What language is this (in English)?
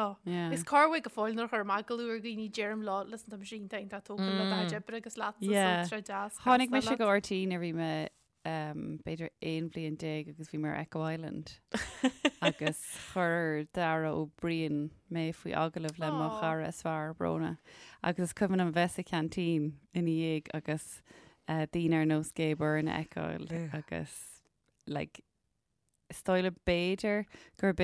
Irish